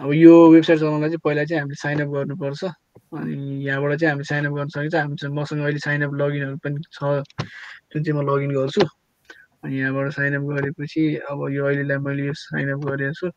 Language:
Nepali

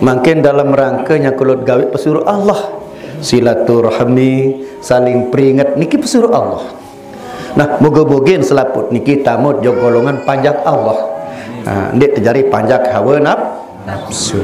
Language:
Sasak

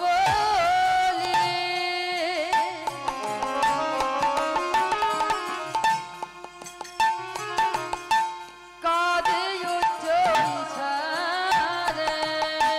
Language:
Bangla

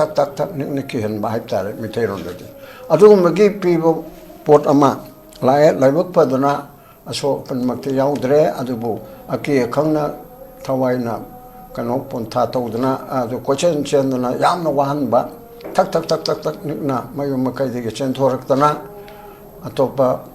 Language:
Manipuri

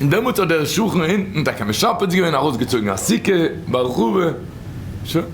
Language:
Yiddish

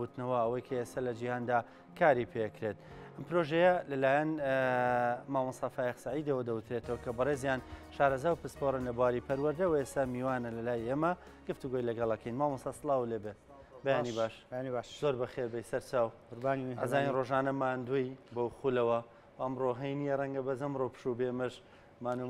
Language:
Central Kurdish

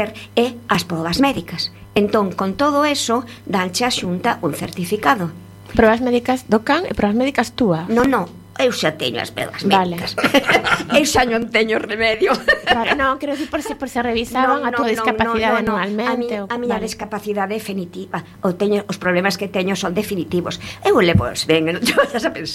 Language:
Galician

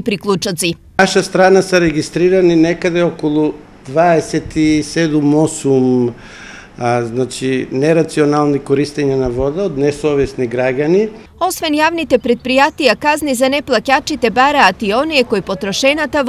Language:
Macedonian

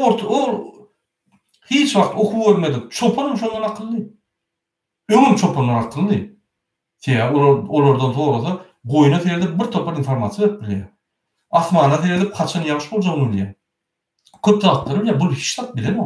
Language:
Turkmen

